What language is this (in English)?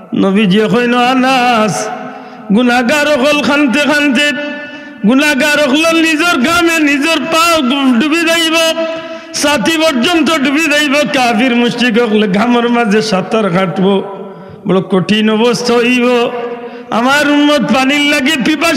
Sylheti